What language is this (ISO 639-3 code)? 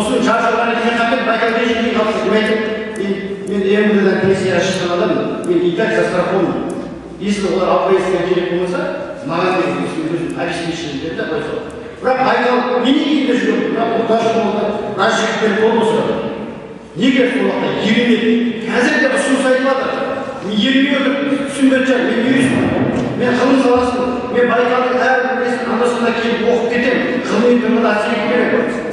kaz